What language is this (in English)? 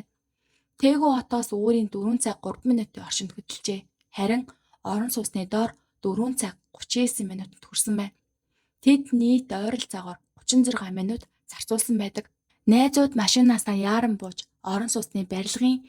Mongolian